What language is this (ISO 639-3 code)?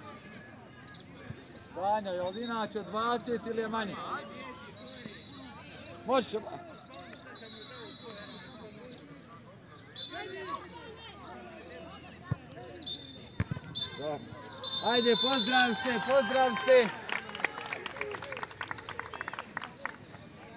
hrv